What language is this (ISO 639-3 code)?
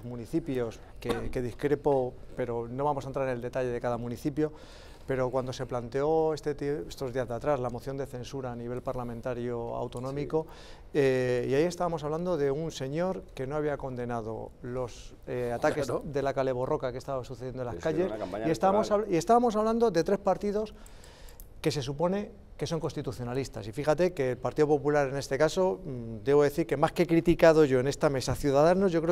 spa